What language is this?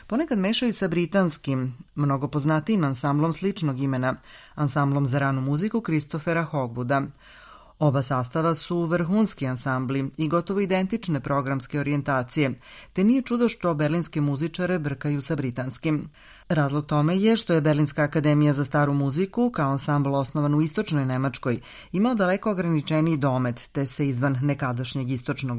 Serbian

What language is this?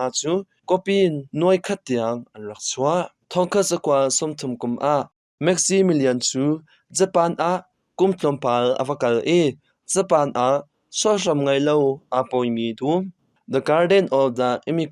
Hakha Chin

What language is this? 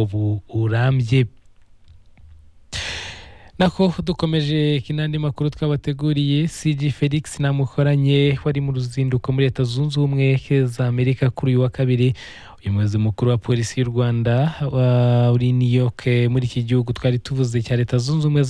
Kinyarwanda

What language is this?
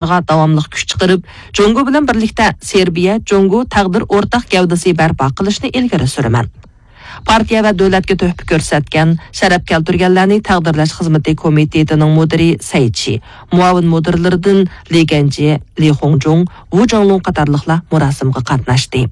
Uyghur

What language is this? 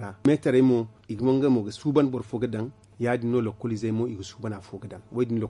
Zarma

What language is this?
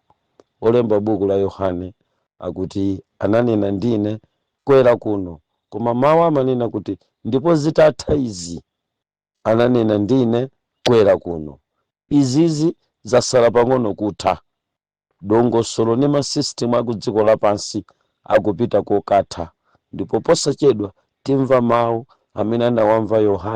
Nyanja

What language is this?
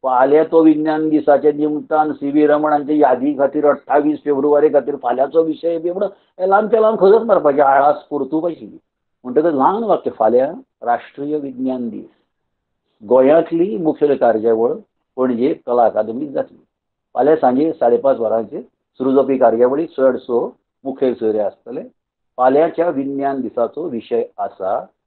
Konkani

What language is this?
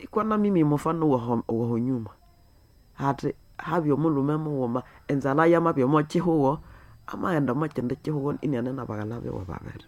Nande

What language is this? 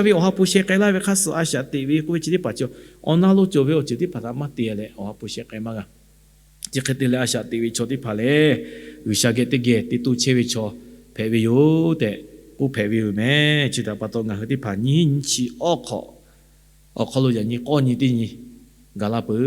Lahu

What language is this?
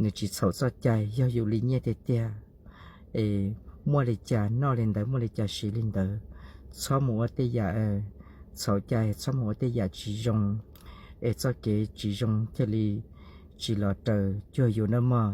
Hmong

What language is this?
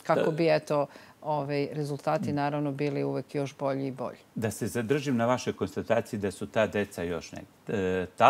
Serbian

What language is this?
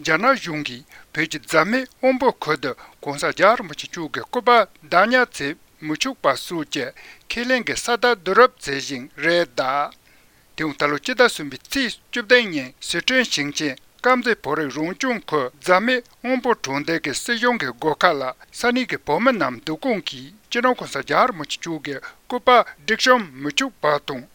Tibetan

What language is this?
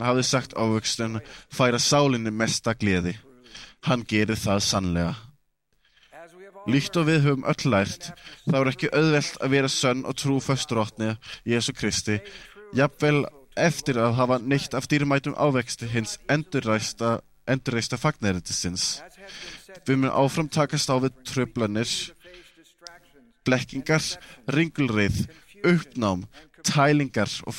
Icelandic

